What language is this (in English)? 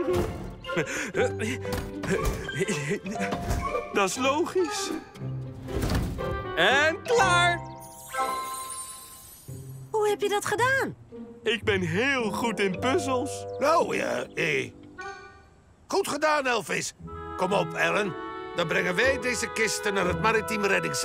Dutch